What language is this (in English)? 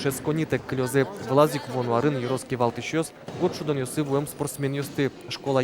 Udmurt